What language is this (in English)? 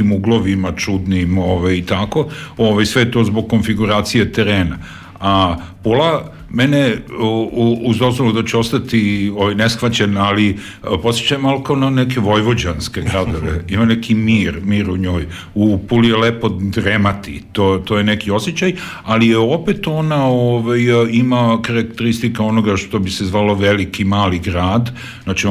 Serbian